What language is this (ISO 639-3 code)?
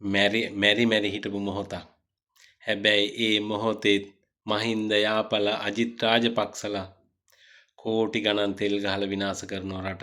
sin